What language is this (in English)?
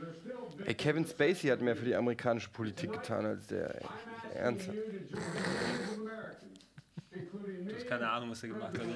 German